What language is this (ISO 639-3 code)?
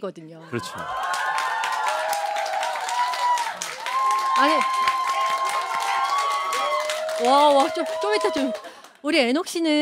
kor